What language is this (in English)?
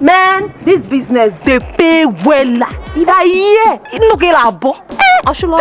Nigerian Pidgin